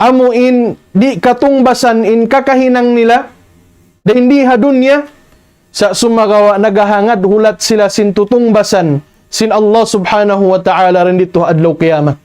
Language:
Tausug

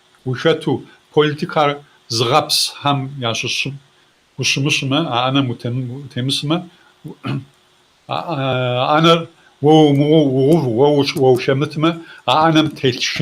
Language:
Kabardian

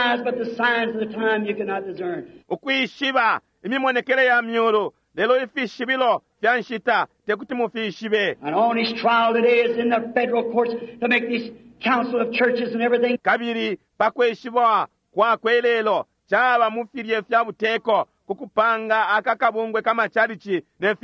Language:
Bemba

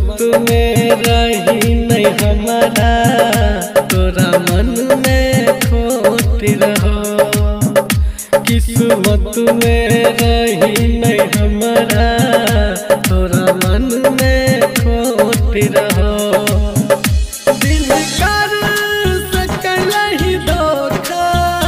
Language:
Bhojpuri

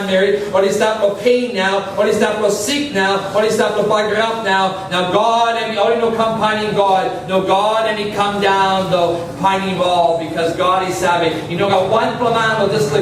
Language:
Tok Pisin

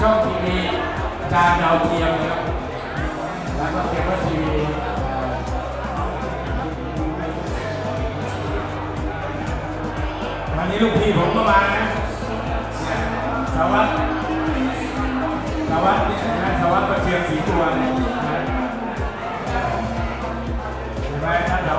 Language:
Thai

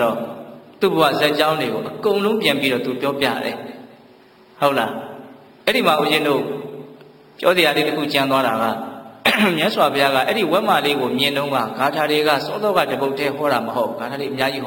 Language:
Burmese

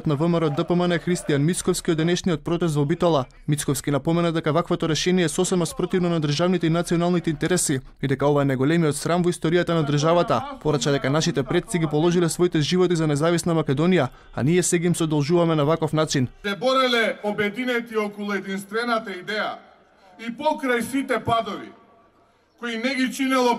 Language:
Macedonian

